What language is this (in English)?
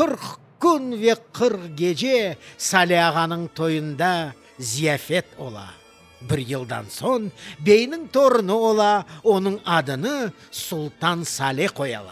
Crimean Tatar